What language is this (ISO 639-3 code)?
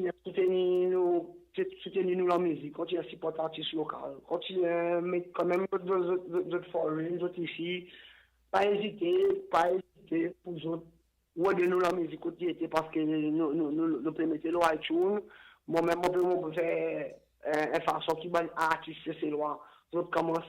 crs